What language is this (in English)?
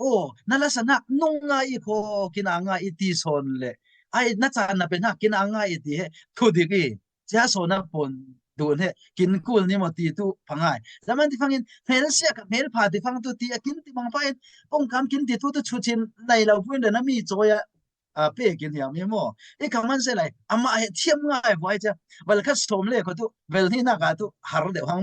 Falam Chin